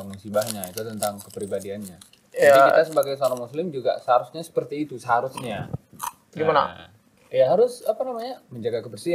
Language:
Indonesian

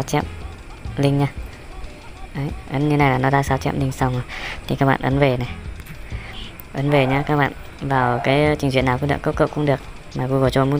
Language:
Vietnamese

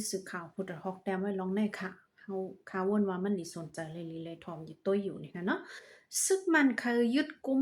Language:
Shan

